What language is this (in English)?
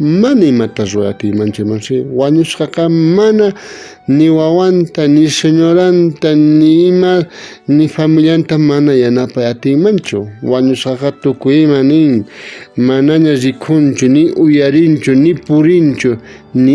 South Bolivian Quechua